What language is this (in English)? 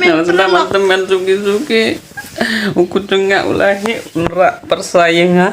Khasi